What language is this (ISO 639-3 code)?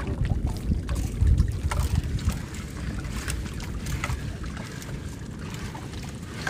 fil